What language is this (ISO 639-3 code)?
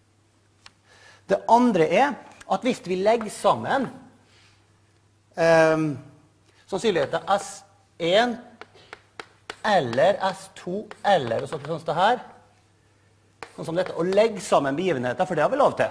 nor